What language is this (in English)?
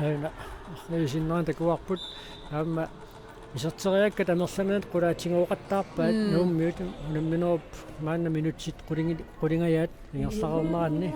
Kalaallisut